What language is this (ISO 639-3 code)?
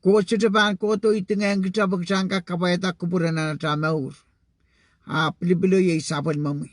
pon